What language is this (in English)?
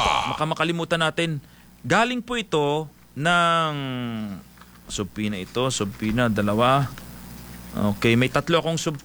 Filipino